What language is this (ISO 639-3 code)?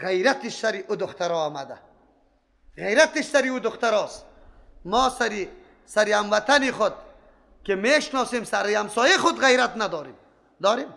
fas